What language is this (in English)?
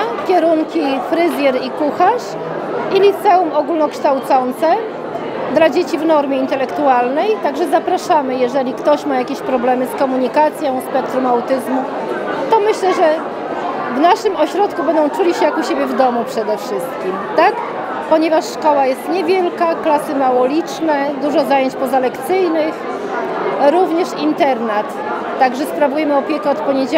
Polish